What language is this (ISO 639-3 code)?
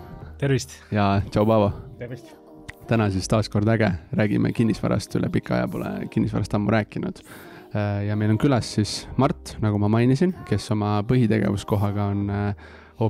est